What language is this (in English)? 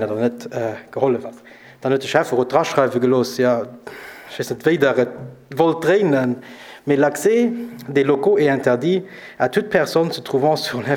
Luxembourgish